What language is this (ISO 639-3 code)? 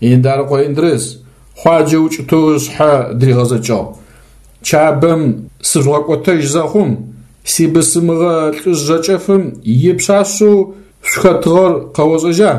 ady